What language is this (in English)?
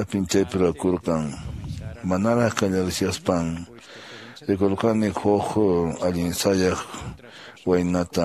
Quechua